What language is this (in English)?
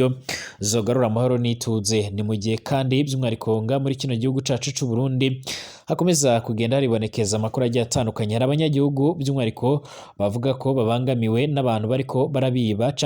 Rundi